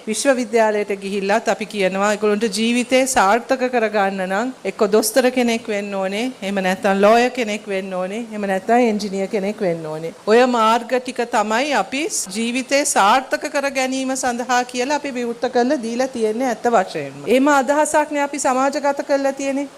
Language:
Sinhala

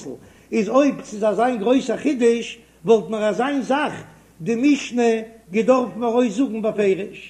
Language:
Yiddish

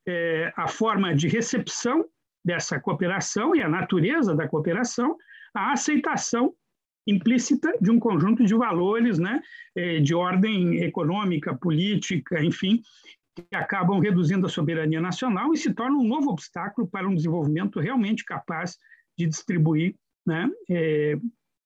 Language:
Portuguese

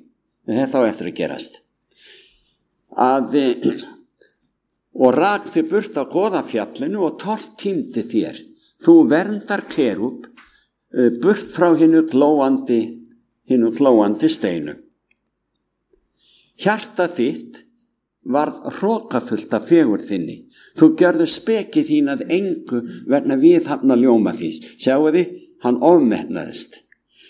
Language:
Icelandic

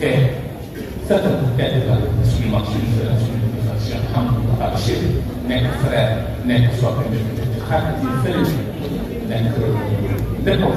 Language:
Wolof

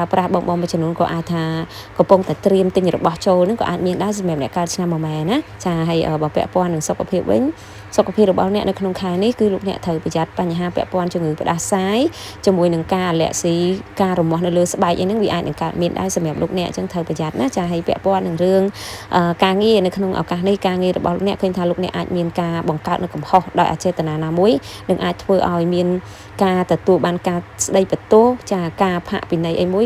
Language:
Khmer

